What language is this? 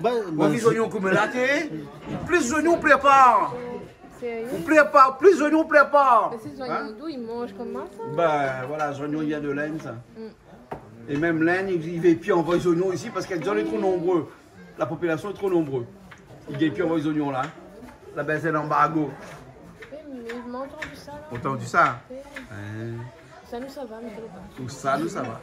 Réunion Creole French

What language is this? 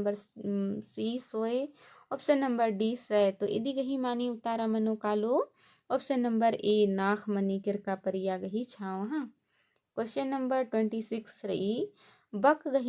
Kurukh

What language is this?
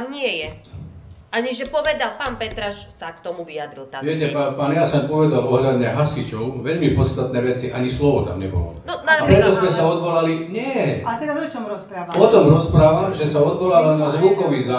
Slovak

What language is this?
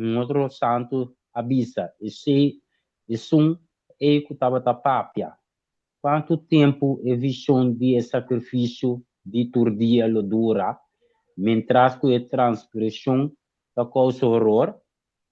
Papiamento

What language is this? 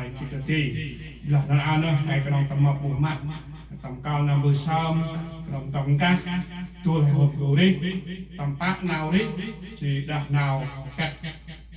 Central Mnong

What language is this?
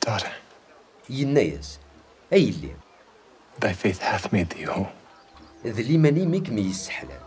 Kabyle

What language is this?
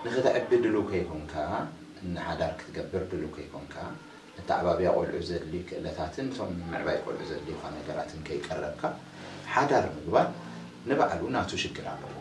Tigrinya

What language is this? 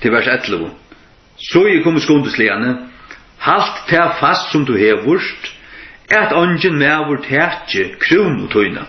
Faroese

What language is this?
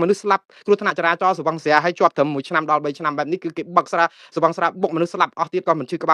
Khmer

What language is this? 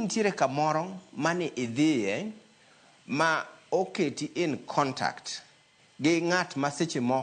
Luo (Kenya and Tanzania)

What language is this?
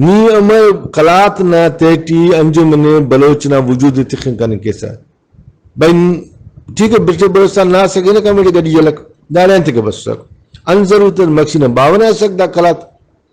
Brahui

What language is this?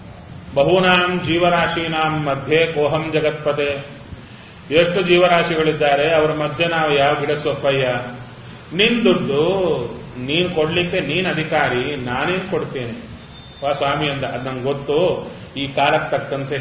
Kannada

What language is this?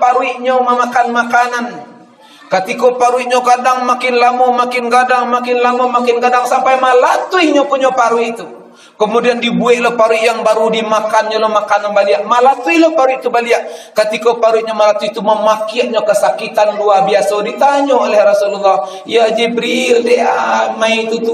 Minangkabau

